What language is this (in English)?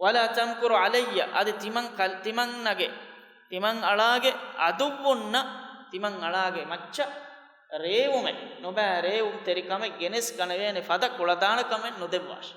Divehi